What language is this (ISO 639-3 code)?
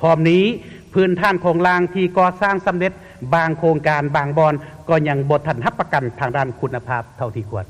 lao